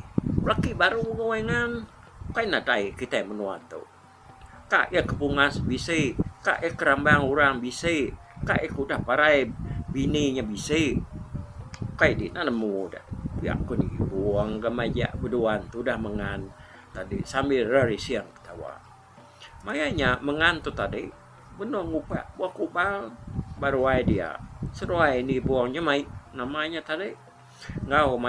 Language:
Iban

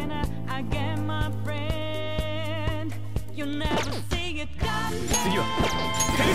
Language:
Japanese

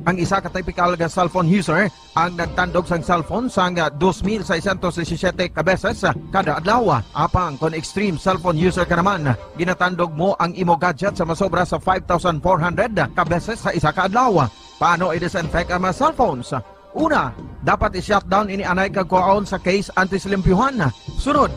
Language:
Hiligaynon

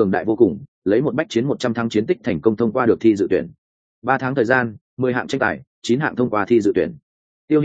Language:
Vietnamese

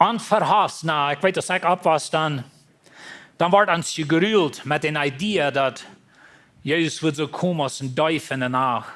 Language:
Plautdietsch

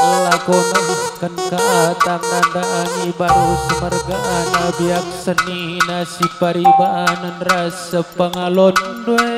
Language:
Batak Karo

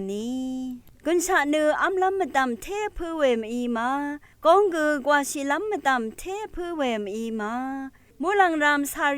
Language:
Rawang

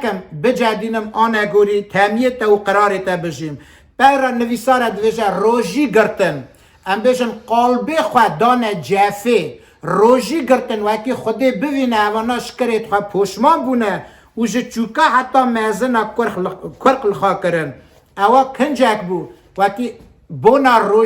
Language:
Kurdish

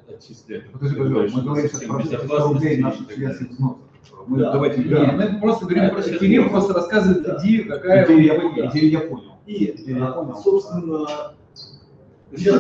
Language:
Russian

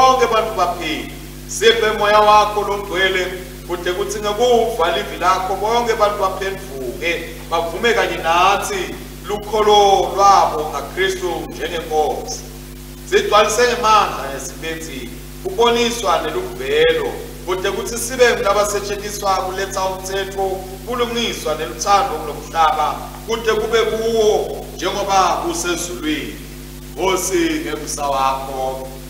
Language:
Swati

